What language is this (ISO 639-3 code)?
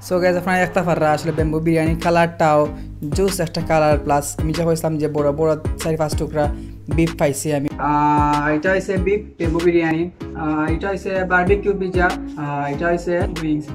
syl